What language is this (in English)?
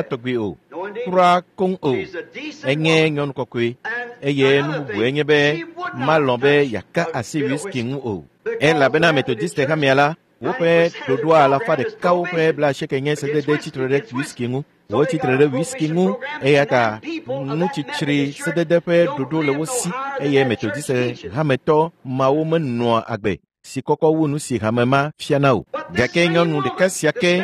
Ewe